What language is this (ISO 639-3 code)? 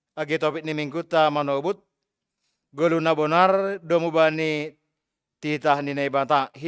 bts